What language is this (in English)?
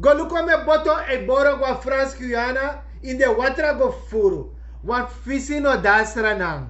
Sranan Tongo